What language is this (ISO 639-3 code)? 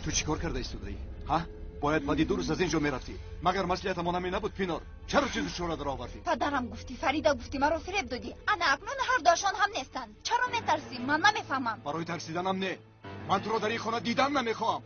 tgk